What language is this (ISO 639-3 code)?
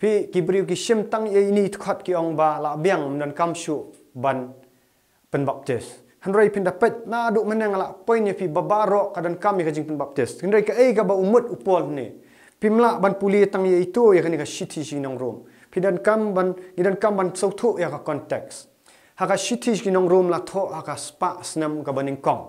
kha